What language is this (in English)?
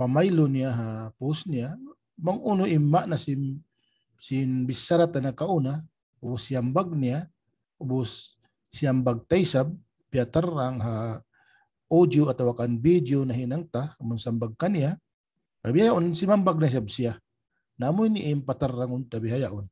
Tausug